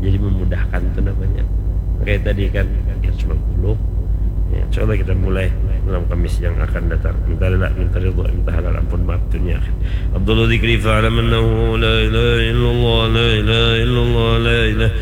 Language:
Banjar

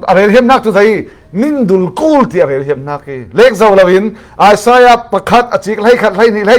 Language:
Falam Chin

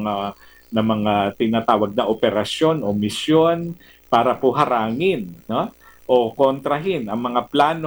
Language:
Filipino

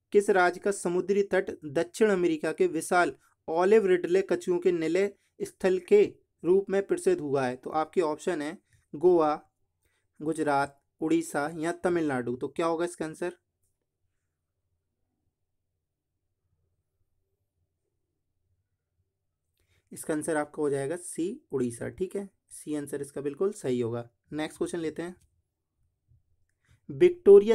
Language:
Hindi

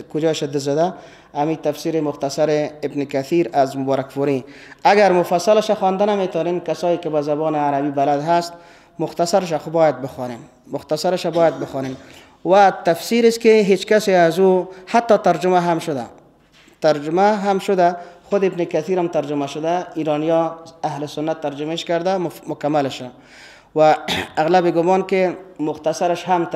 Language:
Persian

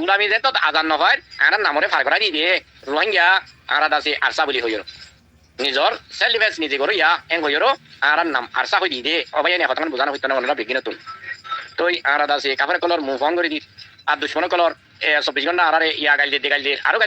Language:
Rohingya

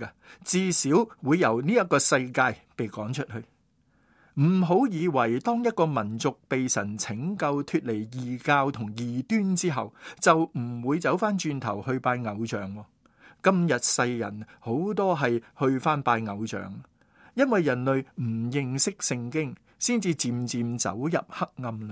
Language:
Cantonese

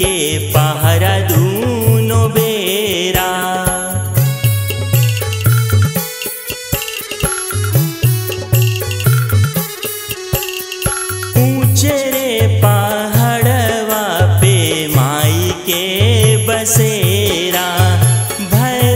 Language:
Bhojpuri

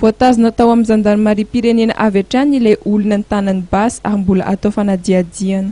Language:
Malagasy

